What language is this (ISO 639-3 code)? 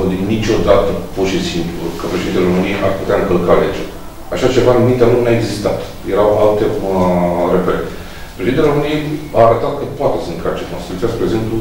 ron